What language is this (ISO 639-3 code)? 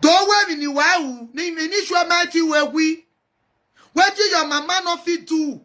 pcm